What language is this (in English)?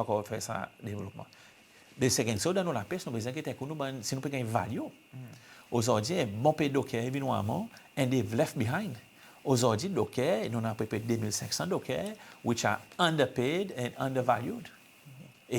Seselwa Creole French